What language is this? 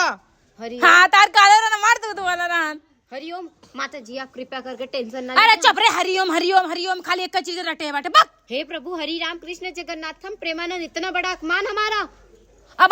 Awadhi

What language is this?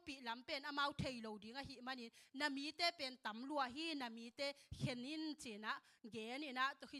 Tedim Chin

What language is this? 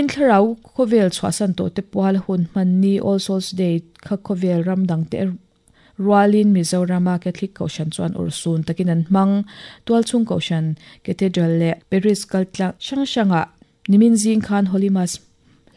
Mizo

